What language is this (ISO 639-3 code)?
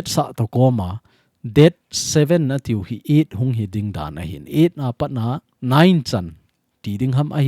tcz